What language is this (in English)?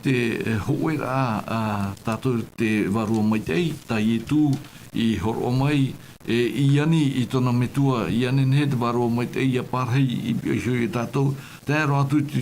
Tahitian